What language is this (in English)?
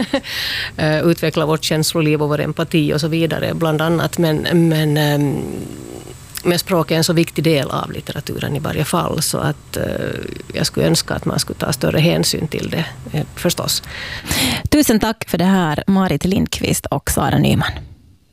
Swedish